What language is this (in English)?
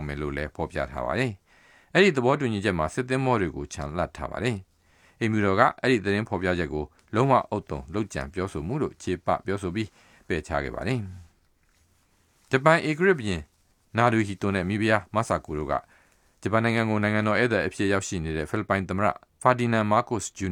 Burmese